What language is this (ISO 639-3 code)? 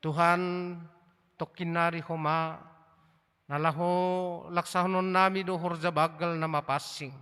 bts